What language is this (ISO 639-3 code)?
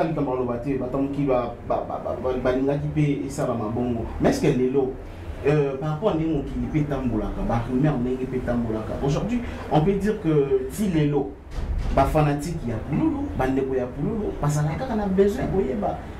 lin